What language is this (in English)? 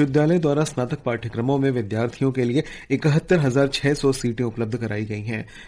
Hindi